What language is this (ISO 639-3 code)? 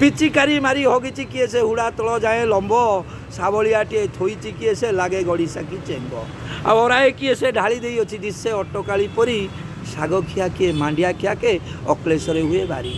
ori